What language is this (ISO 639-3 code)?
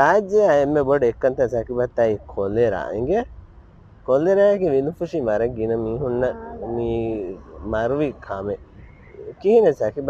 div